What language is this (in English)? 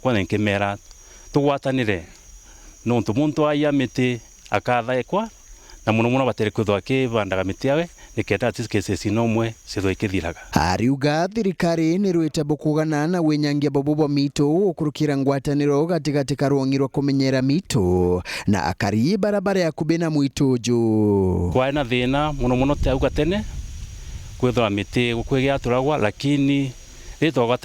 Meru